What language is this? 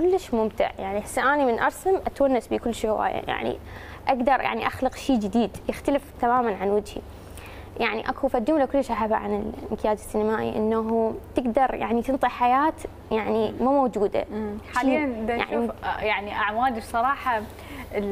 Mesopotamian Arabic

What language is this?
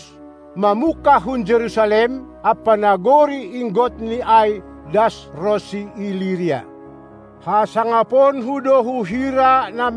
Batak Simalungun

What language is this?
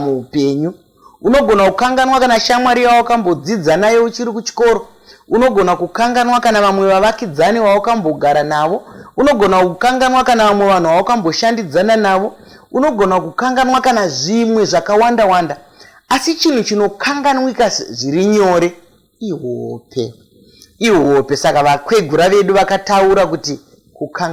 Shona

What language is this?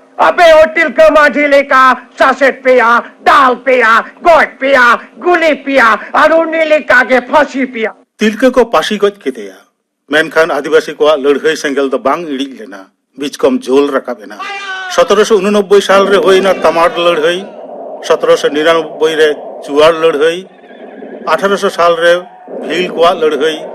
Santali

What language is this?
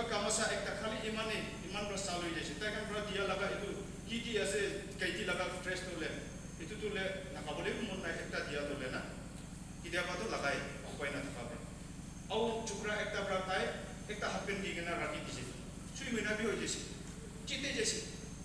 Naga Pidgin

